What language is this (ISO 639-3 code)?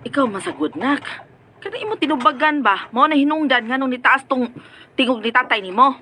ceb